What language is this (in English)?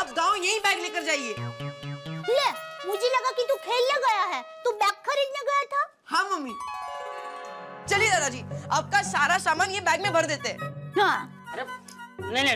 Hindi